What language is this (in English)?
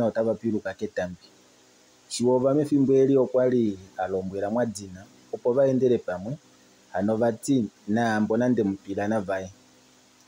Kuanyama